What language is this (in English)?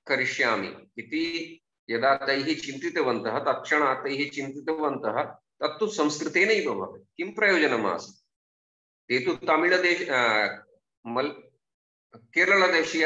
Sanskrit